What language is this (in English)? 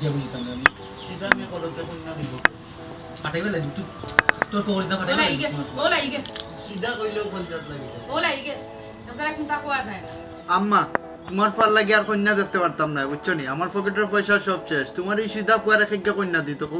Sylheti